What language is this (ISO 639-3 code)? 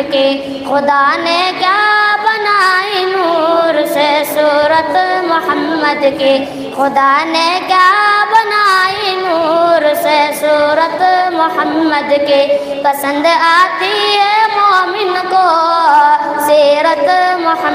urd